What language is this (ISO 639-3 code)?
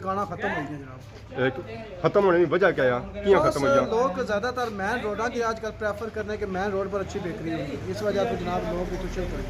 phr